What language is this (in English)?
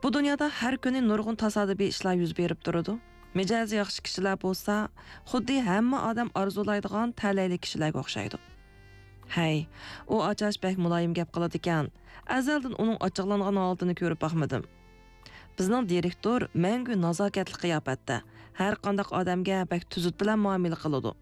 Uyghur